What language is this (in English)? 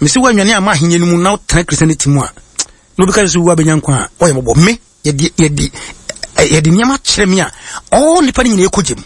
Akan